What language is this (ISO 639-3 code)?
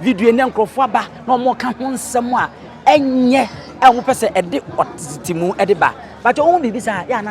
aka